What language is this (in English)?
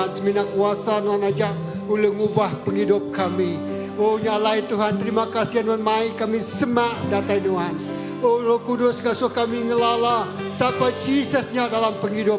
Iban